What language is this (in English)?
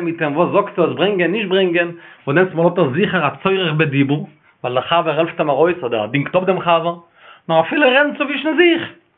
Yiddish